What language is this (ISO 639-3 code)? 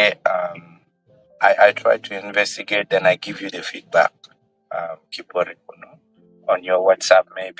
ach